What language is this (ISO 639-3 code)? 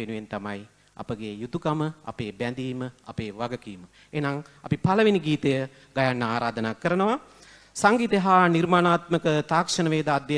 sin